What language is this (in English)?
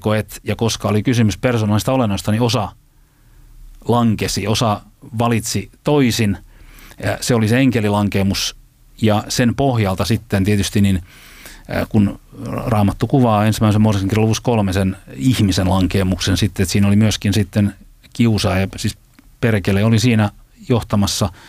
Finnish